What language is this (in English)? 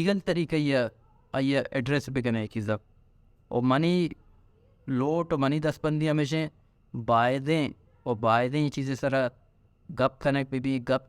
Baluchi